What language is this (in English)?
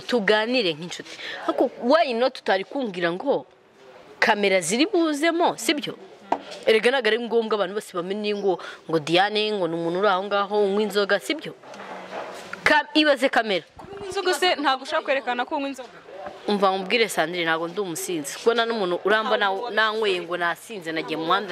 Kinyarwanda